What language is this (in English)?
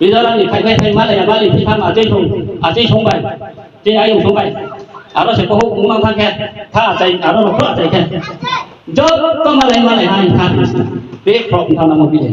Riang (India)